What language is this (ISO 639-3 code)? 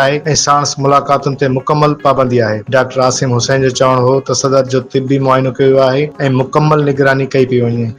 snd